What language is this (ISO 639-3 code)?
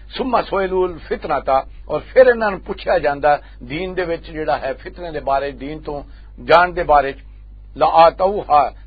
lah